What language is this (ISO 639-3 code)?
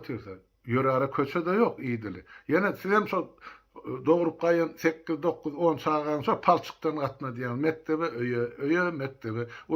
tuk